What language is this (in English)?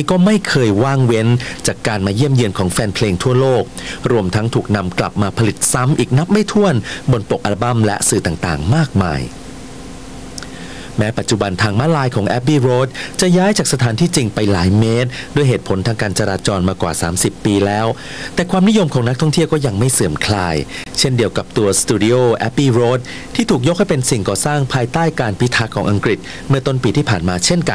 Thai